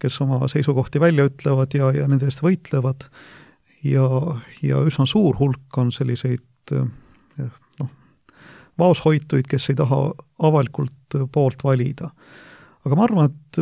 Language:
Estonian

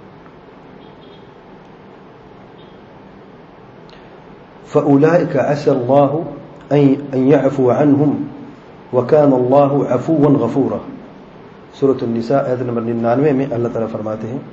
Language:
Urdu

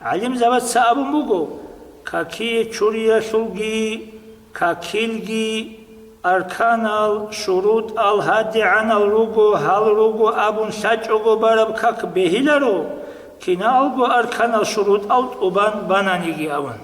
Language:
Avaric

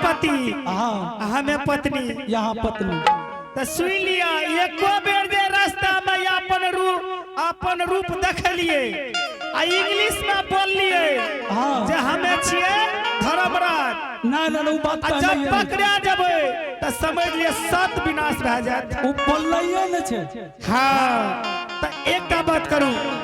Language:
Angika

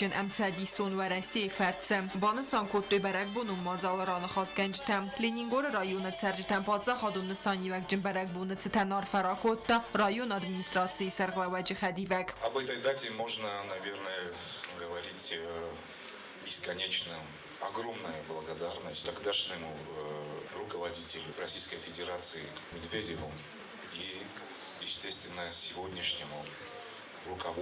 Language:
Ossetic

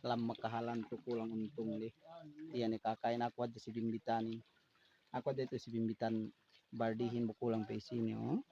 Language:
Yakan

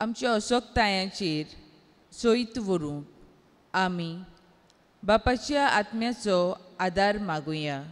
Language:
Konkani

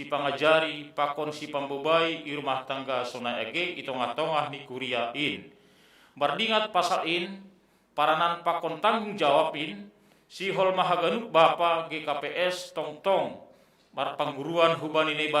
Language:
Batak Simalungun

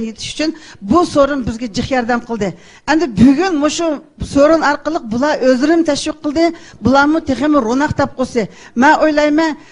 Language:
Uyghur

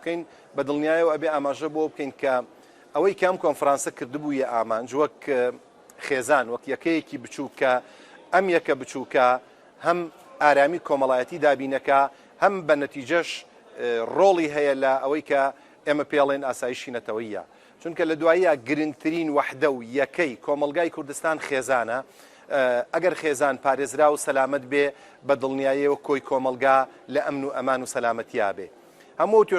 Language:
Central Kurdish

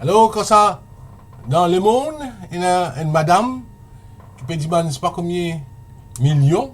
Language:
Morisyen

